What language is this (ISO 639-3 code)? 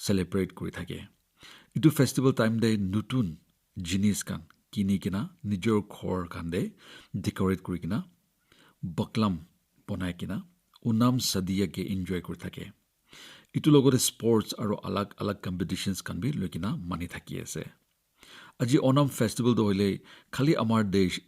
nag